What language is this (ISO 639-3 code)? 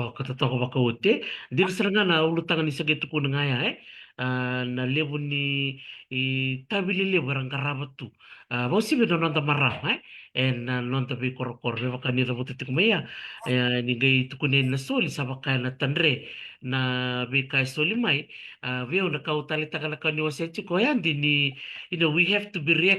fij